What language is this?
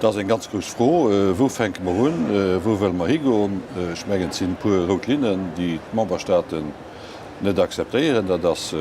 Luxembourgish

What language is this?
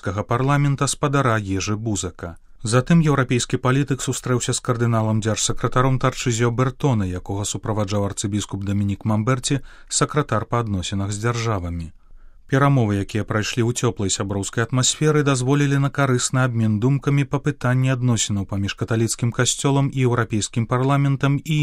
Belarusian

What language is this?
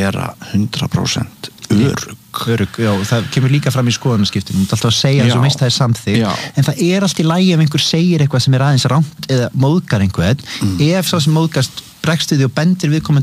Icelandic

